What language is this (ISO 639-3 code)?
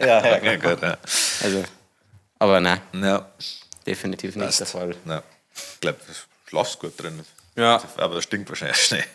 bar